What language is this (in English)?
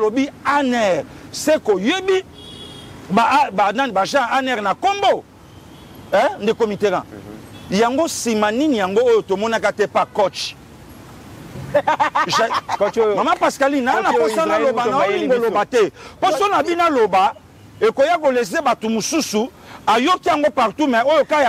Lingala